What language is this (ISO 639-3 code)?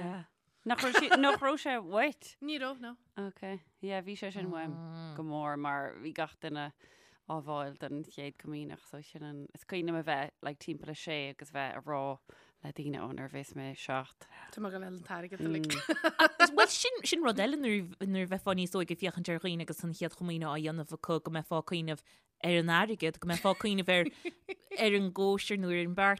gle